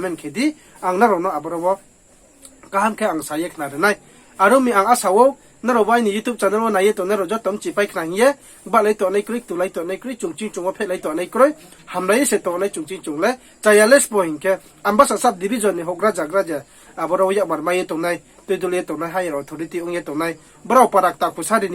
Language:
Riang (India)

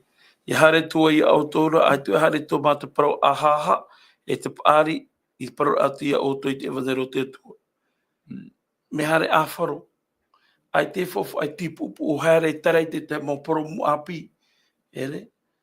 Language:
Tahitian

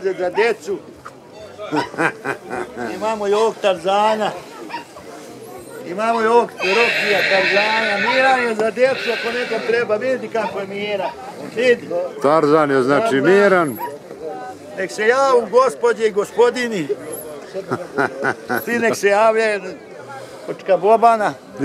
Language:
Croatian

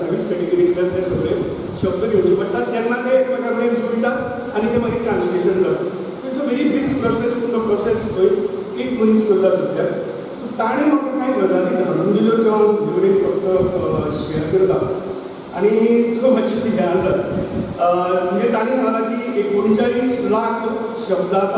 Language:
Konkani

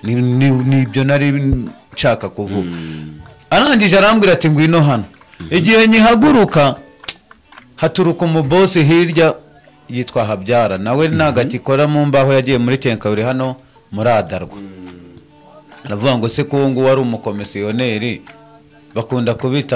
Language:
Kinyarwanda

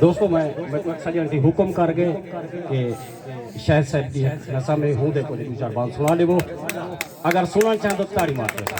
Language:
Saraiki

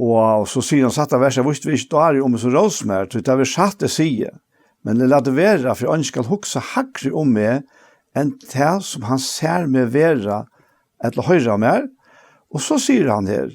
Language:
Faroese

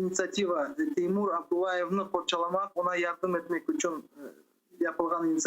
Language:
Crimean Tatar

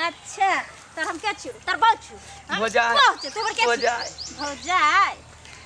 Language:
Maithili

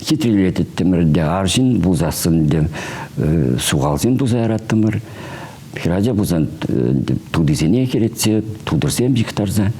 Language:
Chuvash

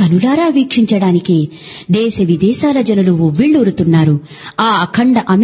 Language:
Telugu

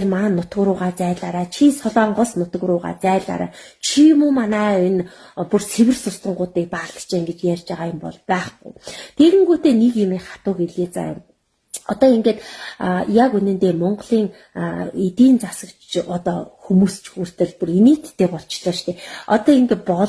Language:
Mongolian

